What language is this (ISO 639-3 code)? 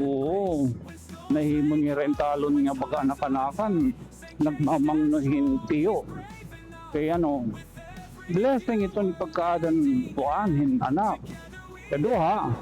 war